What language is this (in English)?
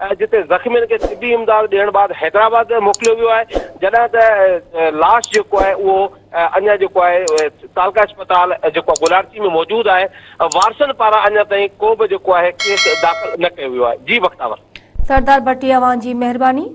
Sindhi